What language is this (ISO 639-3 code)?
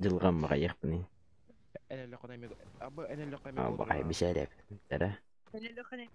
sah